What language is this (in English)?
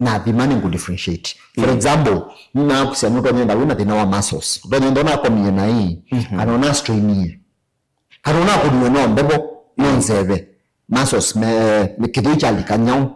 Kamba